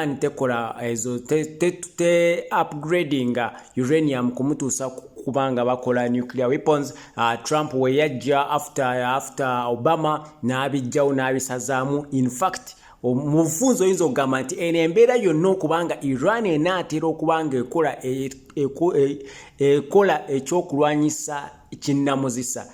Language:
Ganda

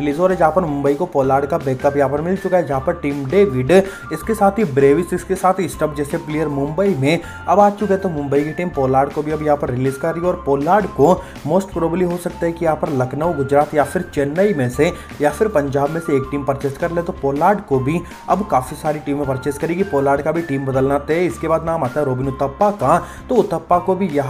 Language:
Hindi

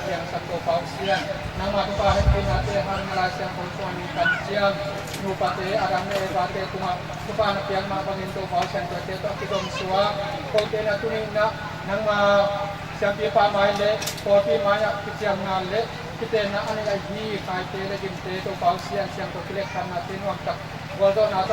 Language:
Tedim Chin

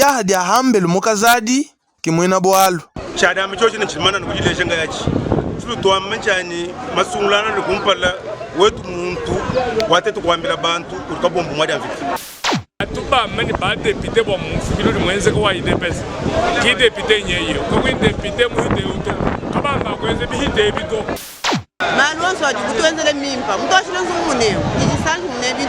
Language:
Luba-Lulua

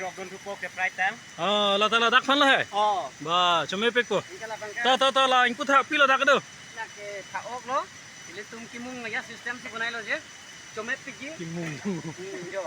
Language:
Karbi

